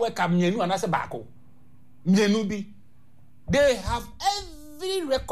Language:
Akan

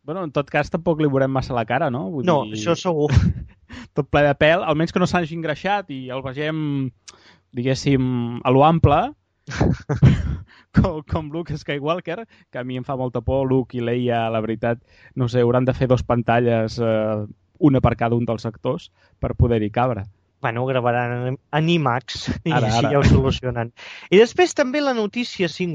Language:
Catalan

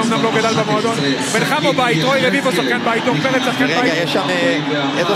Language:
Hebrew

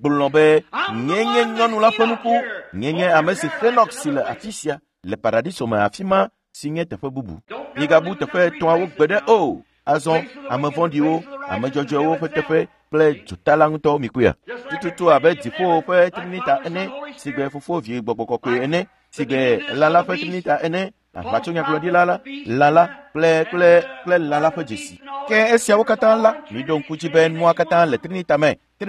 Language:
Ewe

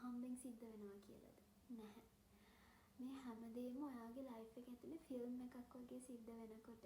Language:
Sinhala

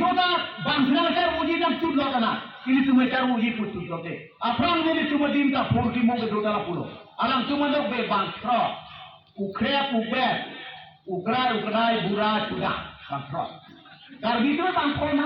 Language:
Karbi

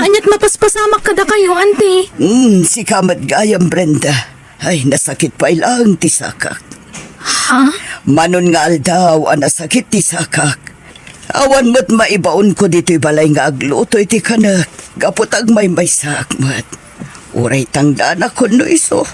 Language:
Iloko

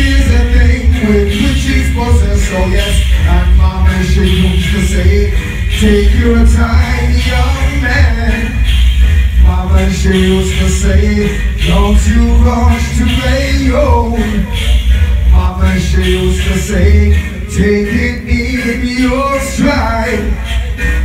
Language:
English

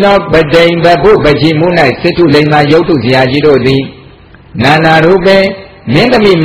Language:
Burmese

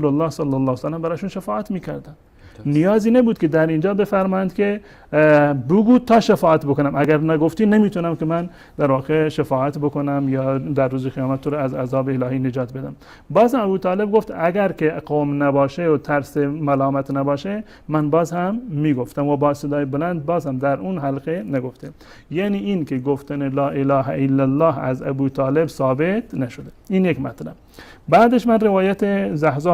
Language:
Persian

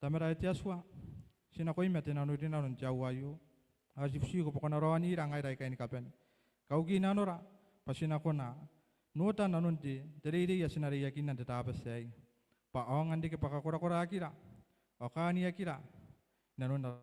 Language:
Gilbertese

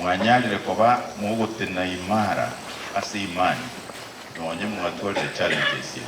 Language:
Gusii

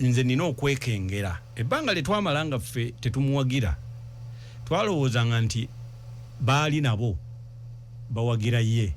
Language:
Ganda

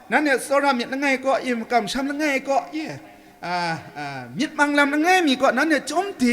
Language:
Kachin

